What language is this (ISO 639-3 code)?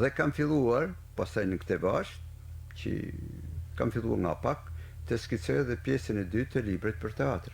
sqi